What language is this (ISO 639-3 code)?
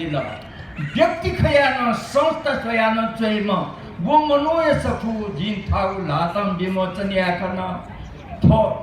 new